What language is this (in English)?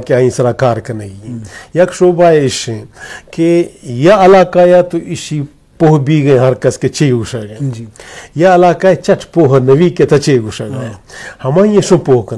Baluchi